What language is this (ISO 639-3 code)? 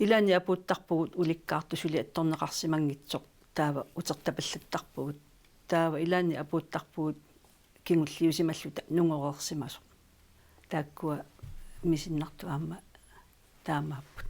kal